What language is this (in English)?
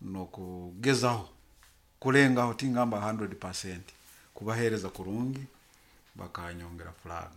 Nyoro